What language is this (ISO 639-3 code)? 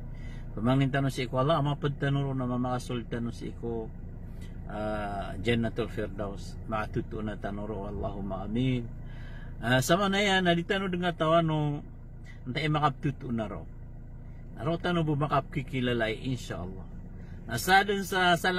mrw